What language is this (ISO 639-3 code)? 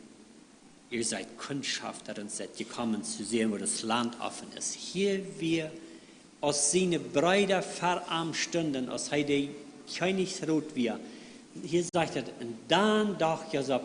pdt